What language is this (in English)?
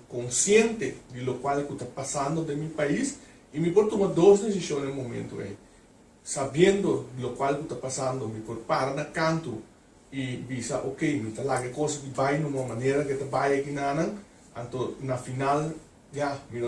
Papiamento